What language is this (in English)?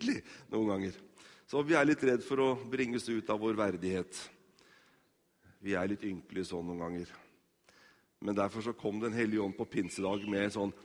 Norwegian